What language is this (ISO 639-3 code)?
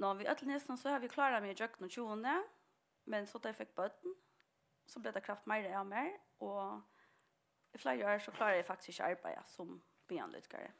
fao